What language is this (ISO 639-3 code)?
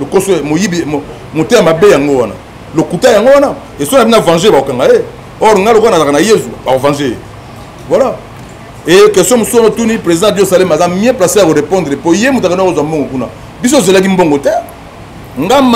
lin